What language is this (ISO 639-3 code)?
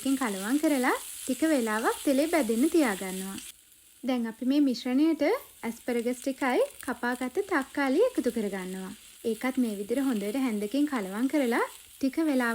sin